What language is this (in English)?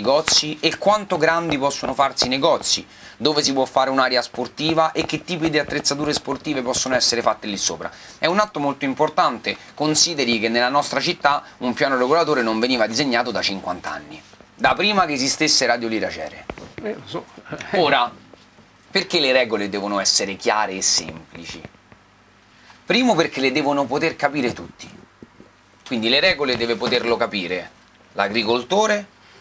Italian